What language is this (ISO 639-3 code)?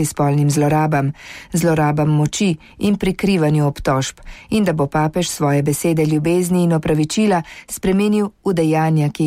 slv